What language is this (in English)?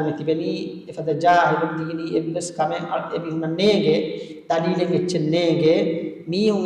Divehi